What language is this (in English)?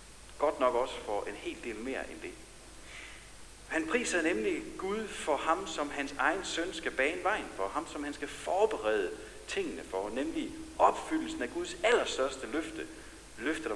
Danish